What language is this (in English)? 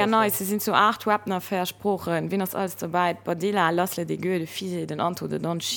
Luxembourgish